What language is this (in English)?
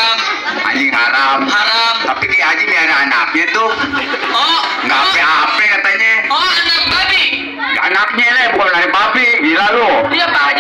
Betawi